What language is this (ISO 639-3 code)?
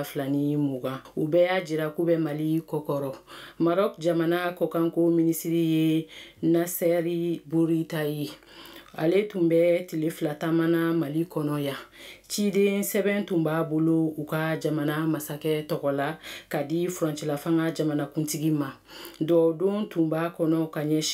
bam